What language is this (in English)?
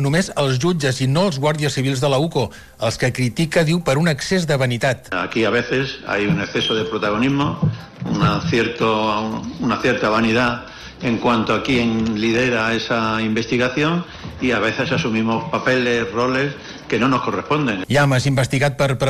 Catalan